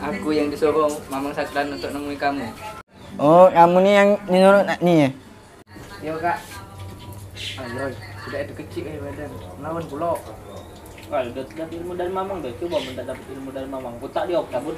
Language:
Musi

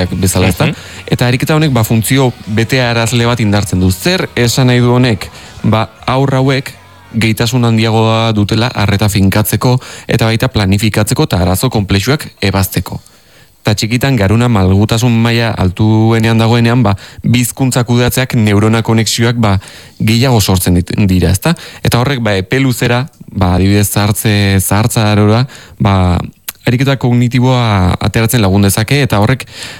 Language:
Basque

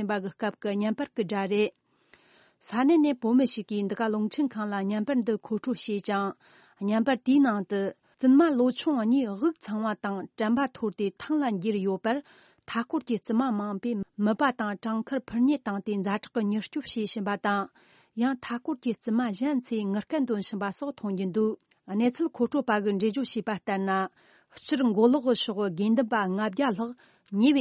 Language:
Tibetan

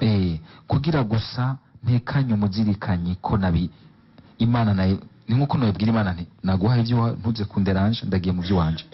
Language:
Rundi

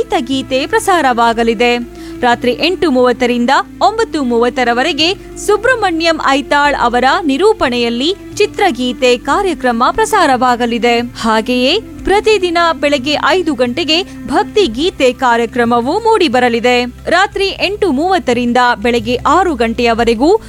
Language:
Kannada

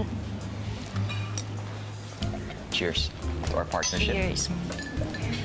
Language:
Filipino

